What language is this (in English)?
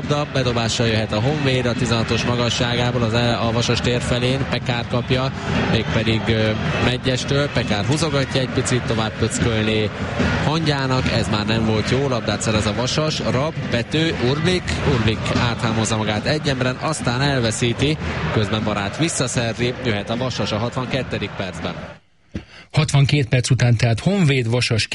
Hungarian